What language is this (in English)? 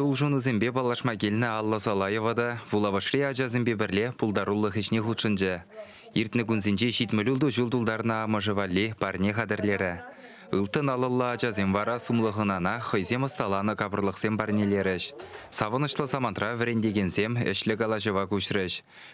Chuvash